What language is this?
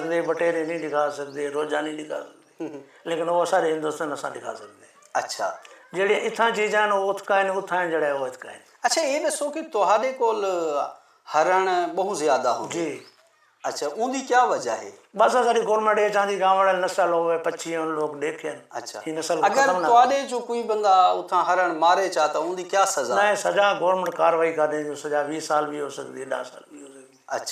Saraiki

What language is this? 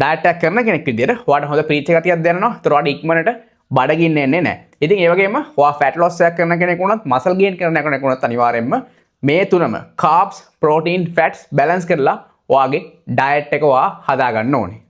Sinhala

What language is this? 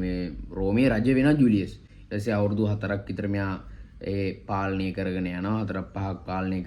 Sinhala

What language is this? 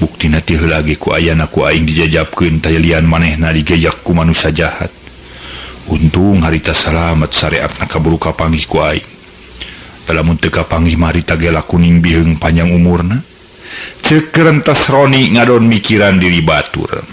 Sundanese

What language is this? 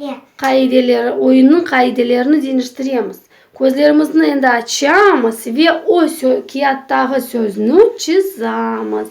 Crimean Tatar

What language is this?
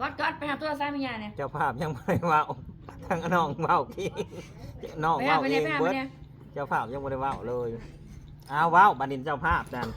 Northeastern Thai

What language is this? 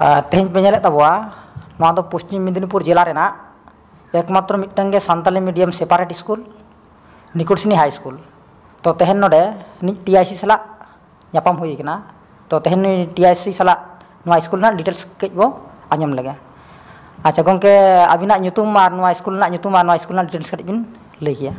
Santali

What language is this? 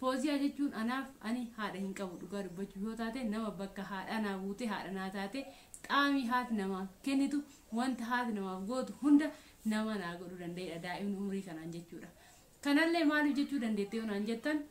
Oromo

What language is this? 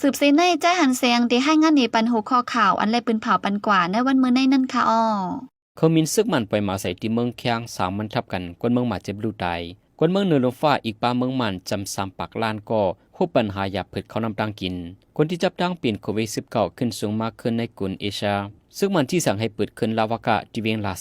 Shan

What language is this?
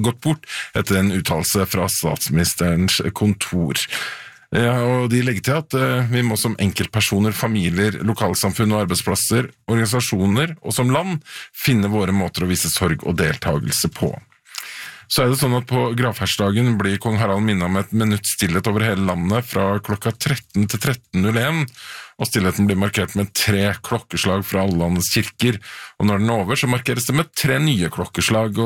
Norwegian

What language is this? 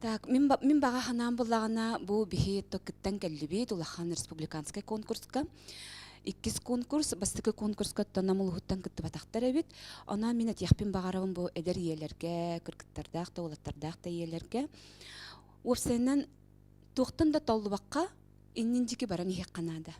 Yakut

